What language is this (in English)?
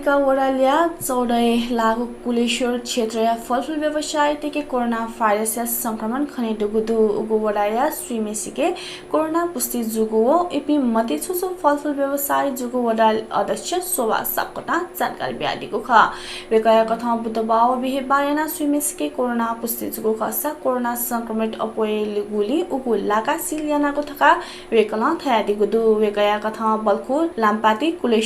Newari